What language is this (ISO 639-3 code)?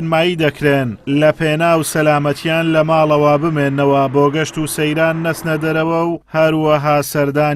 ckb